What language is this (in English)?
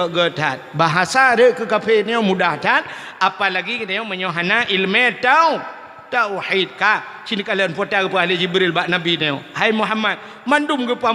Achinese